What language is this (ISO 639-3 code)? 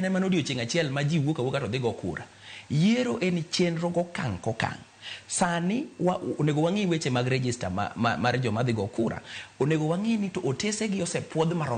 luo